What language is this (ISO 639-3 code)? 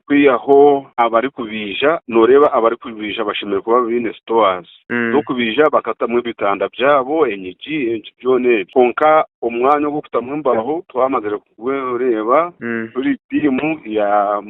nyn